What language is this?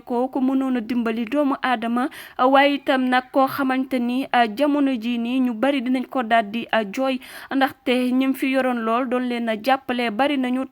Wolof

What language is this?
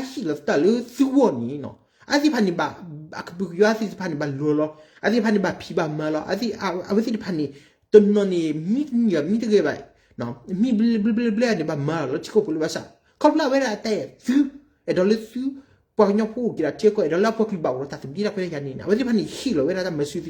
S'gaw Karen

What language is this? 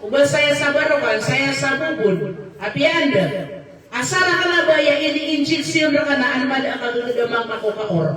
Maranao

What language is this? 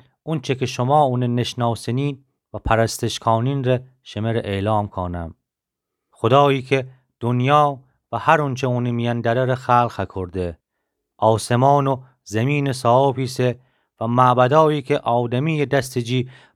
Gilaki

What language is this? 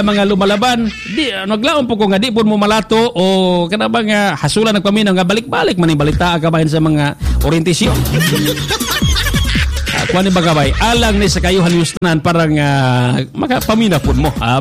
Cebuano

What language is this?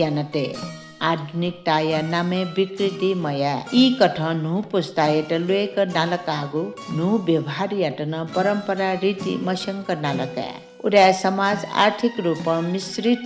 Newari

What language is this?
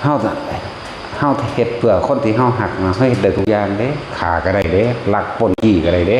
Northeastern Thai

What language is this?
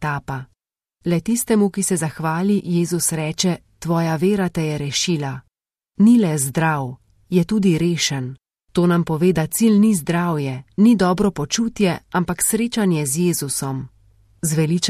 Slovenian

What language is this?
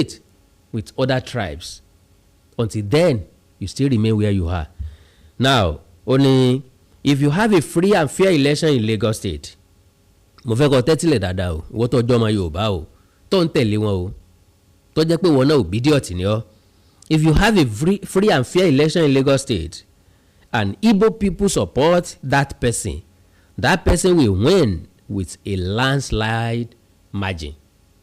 Yoruba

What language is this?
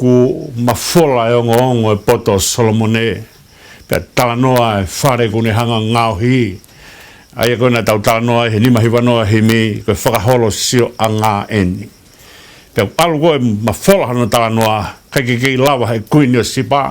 Tongan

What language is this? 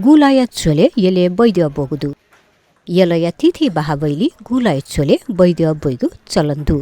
Newari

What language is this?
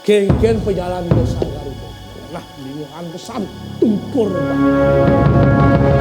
Balinese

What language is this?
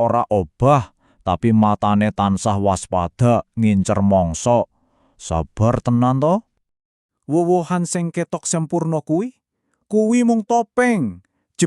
Javanese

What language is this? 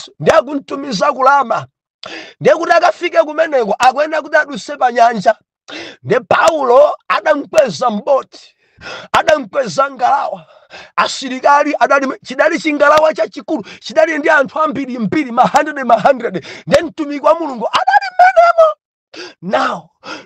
Nyanja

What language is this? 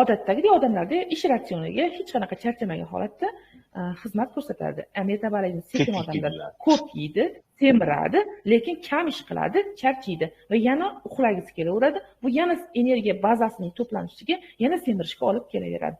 Uzbek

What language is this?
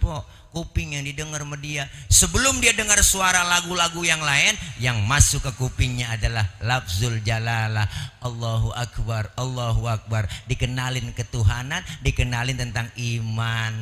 Betawi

